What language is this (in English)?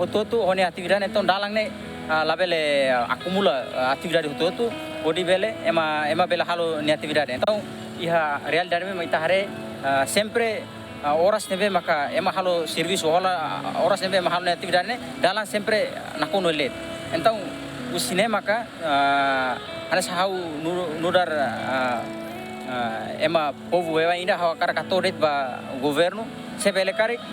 Tetum